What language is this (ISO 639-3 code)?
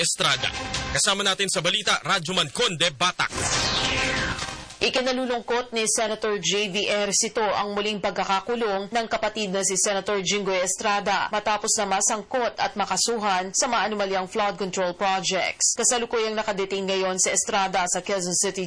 fil